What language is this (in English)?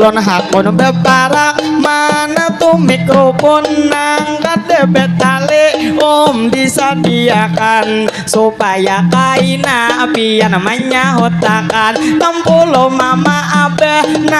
Banjar